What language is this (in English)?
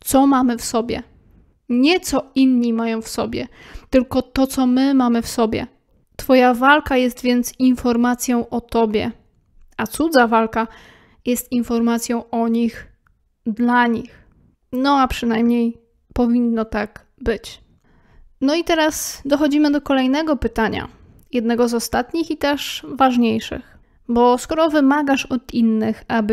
Polish